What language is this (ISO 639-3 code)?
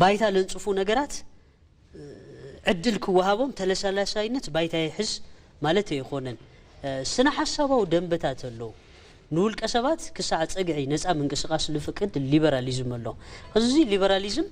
tir